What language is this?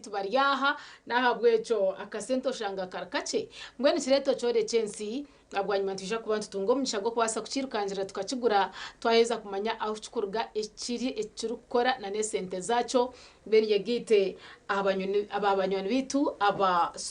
Nyankole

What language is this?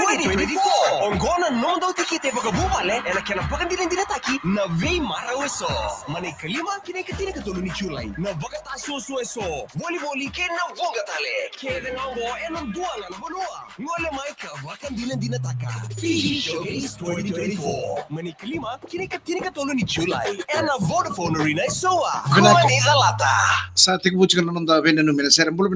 Fijian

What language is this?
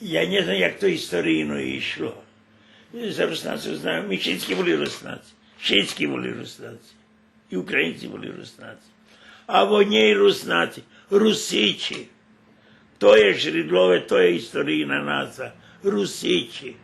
Rusyn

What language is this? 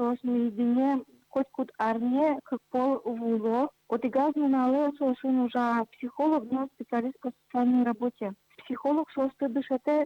Udmurt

